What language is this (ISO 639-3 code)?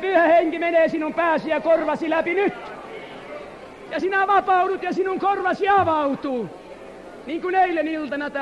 fin